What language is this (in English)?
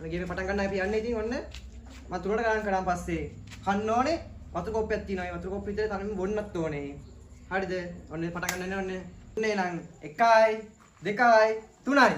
Sinhala